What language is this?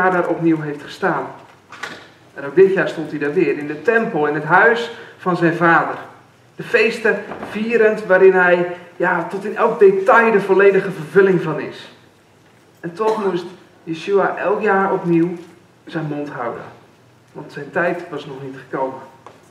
Dutch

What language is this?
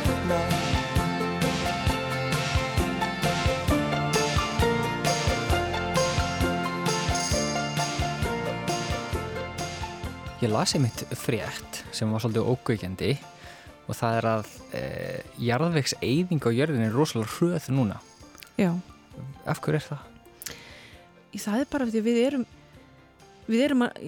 Icelandic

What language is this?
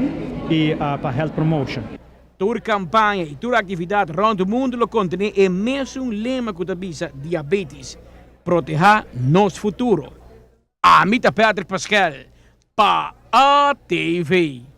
Papiamento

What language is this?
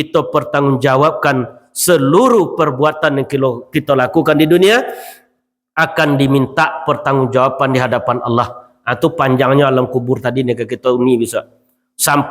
Minangkabau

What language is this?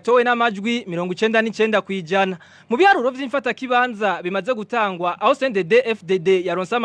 Rundi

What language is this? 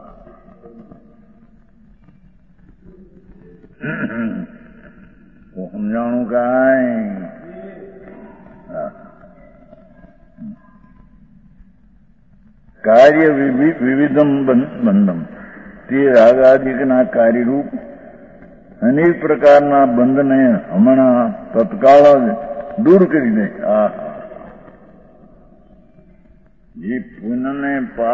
Gujarati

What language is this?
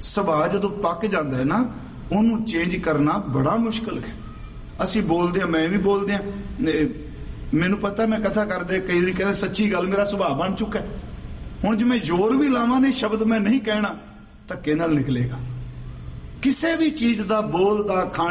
Punjabi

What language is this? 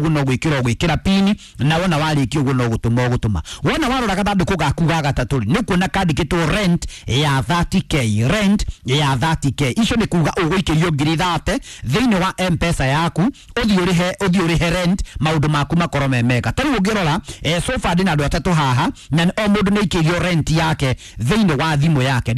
Kikuyu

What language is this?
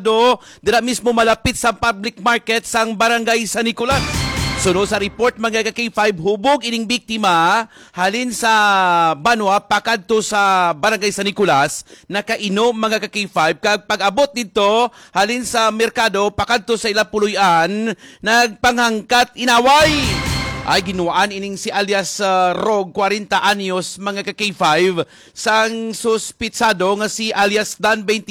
Hiligaynon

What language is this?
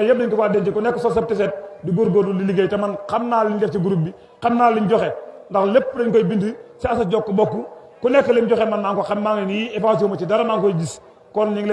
Wolof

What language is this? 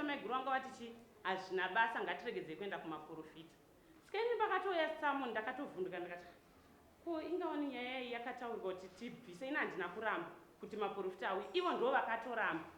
Shona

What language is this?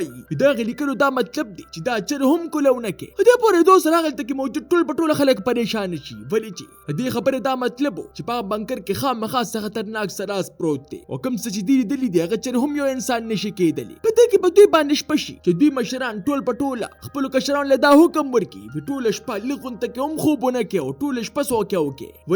Pashto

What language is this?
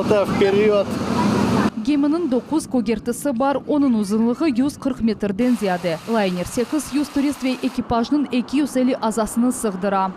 Crimean Tatar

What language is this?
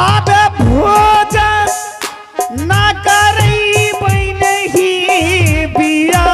Angika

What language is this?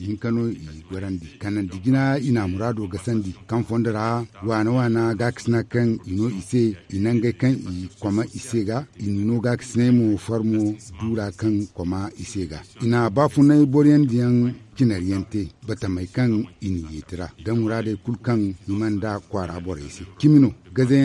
Zarma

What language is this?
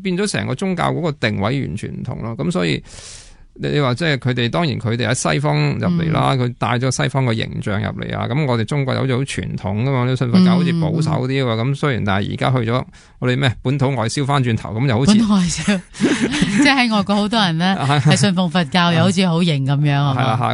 Cantonese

